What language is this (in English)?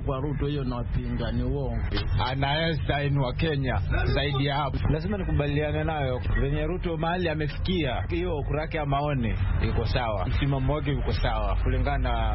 Swahili